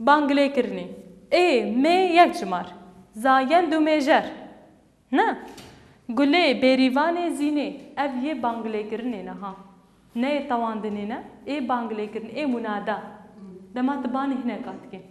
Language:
Kurdish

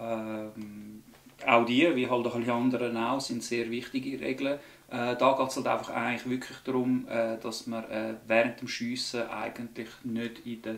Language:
Swiss German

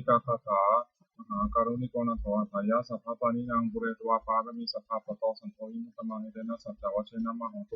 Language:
Pali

